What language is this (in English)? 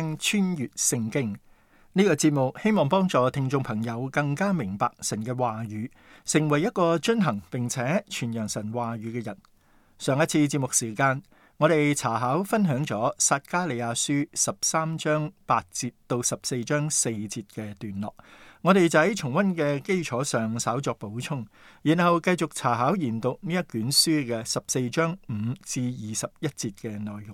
Cantonese